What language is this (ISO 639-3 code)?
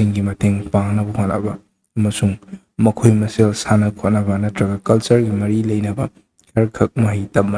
mni